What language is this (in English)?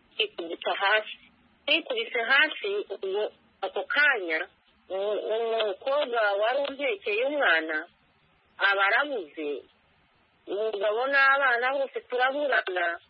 Kinyarwanda